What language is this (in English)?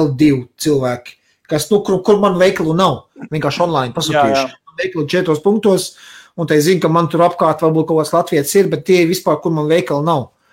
Latvian